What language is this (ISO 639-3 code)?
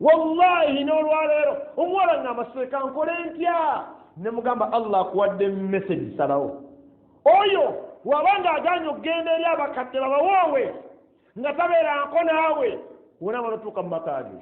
lug